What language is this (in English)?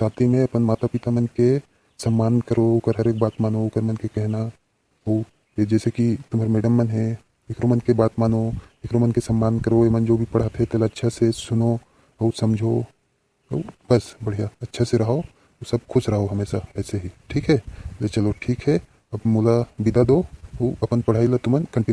Chhattisgarhi